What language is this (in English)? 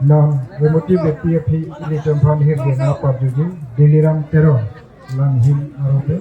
Karbi